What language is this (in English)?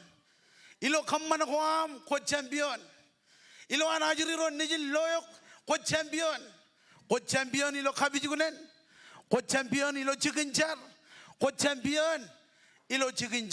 Marshallese